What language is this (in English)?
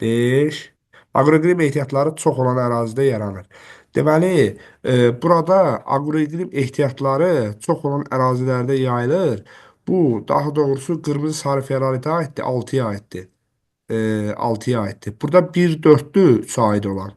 Azerbaijani